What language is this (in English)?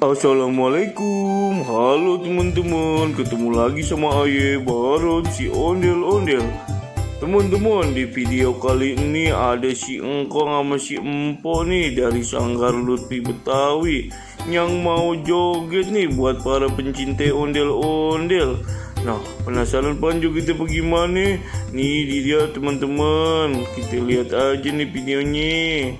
Betawi